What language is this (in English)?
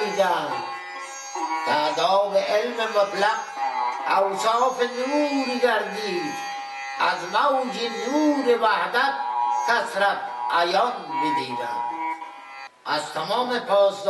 Persian